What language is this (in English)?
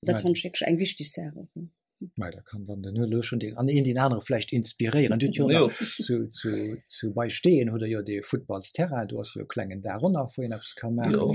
Luxembourgish